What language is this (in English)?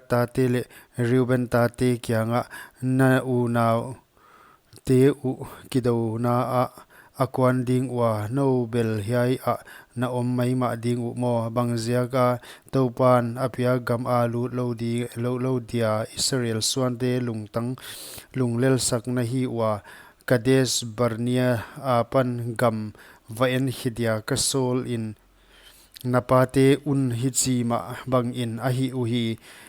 Paite Chin